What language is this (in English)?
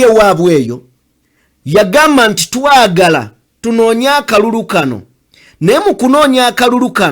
Ganda